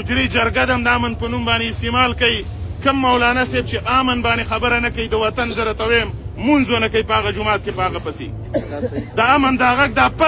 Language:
Pashto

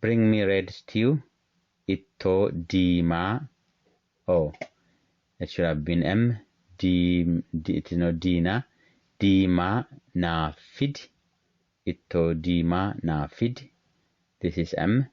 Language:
English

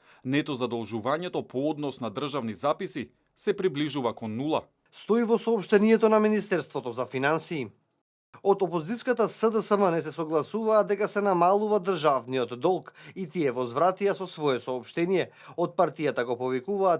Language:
Macedonian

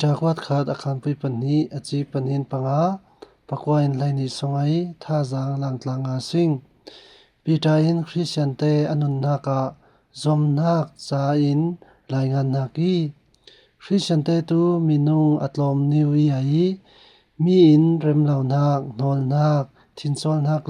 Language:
Falam Chin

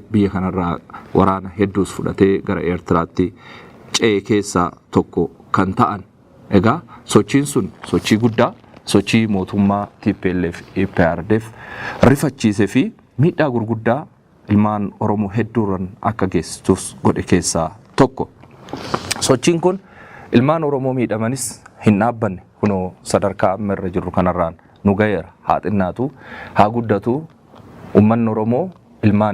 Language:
Oromo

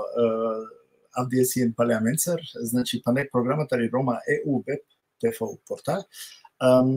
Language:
Balkan Romani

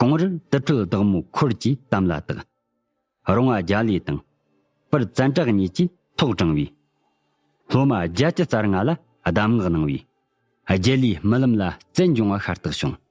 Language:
Tibetan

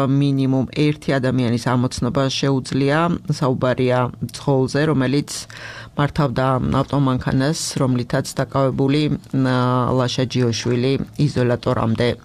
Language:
Georgian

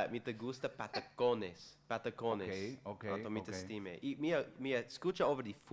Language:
Papiamento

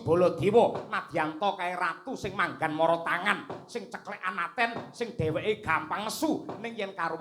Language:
Javanese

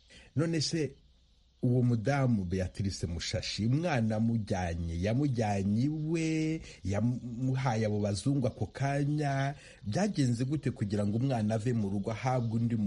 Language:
Kinyarwanda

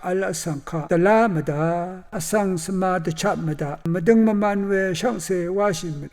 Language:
Rawang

